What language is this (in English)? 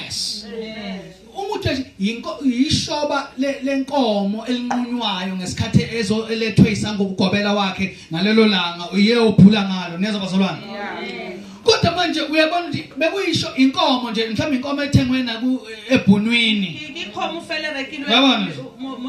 Zulu